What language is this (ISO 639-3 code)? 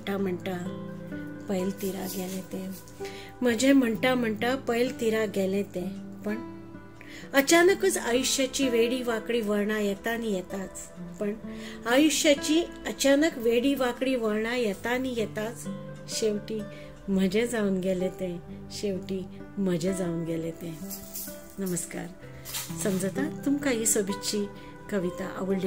kok